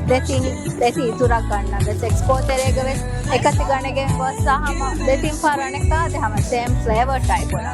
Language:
Divehi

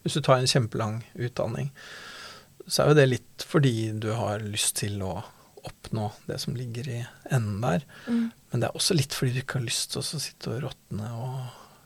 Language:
Norwegian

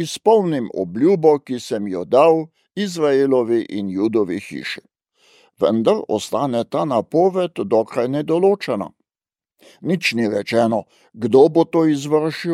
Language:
Slovenian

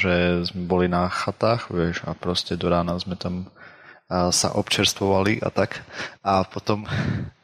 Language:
Slovak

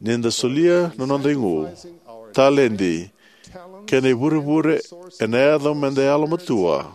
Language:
Fijian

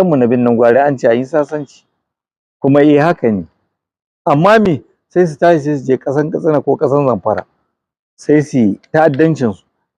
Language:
Hausa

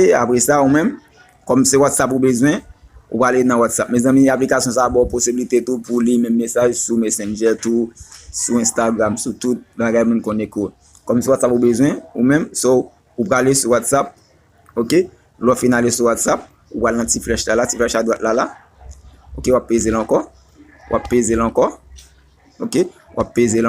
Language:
Haitian Creole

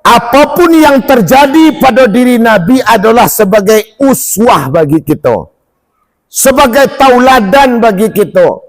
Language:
Minangkabau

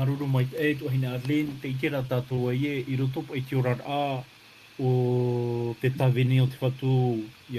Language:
Tahitian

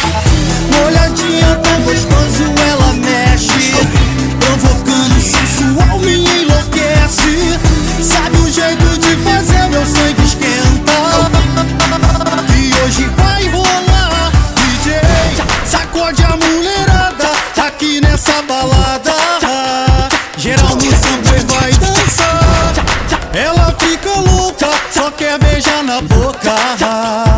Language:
Portuguese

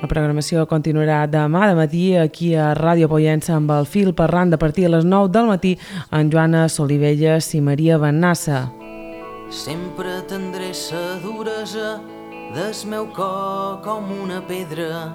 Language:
Catalan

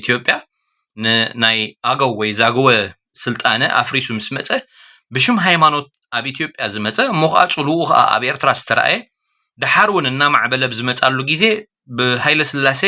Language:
Tigrinya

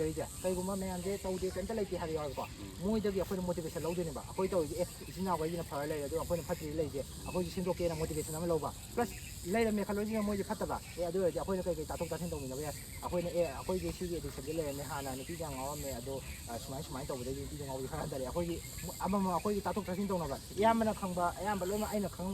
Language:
Manipuri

